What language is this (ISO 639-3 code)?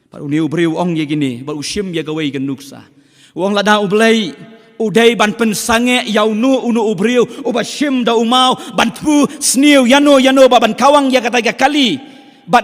kha